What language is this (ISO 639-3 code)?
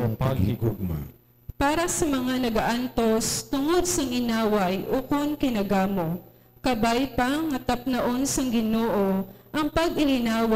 hil